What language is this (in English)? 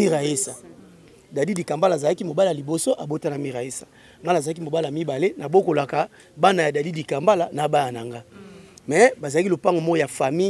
Lingala